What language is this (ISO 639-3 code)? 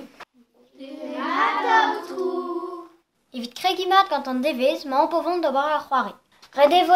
bre